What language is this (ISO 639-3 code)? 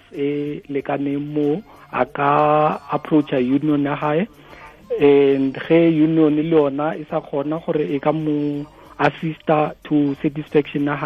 tsn